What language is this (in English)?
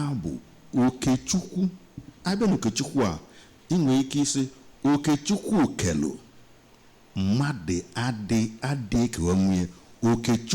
Igbo